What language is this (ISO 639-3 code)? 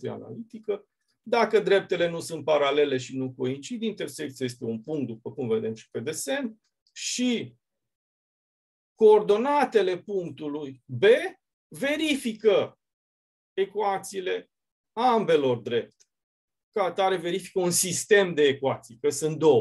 ron